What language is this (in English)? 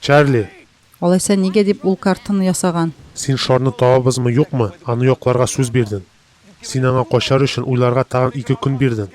Tatar